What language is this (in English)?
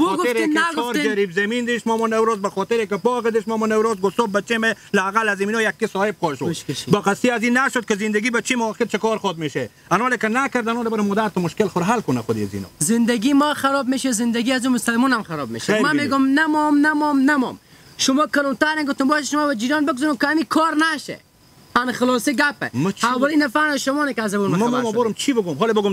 Persian